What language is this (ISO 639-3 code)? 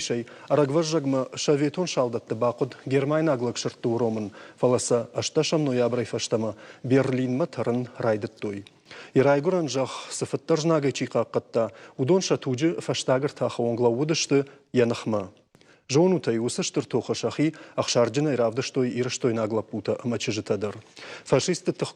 oss